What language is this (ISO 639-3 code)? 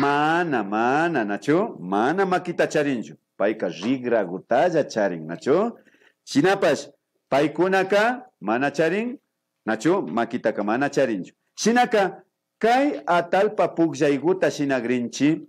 qvi